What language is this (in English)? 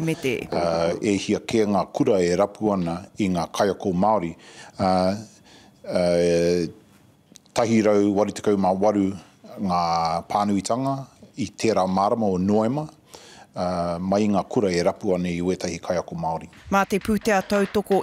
Māori